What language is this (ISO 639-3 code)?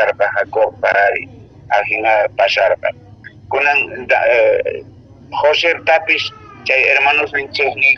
que